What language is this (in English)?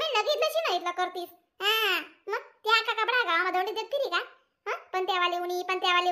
Khandesi